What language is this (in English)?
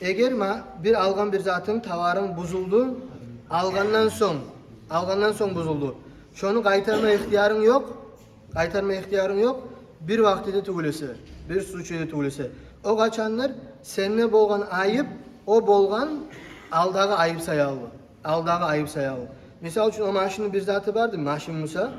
Kumyk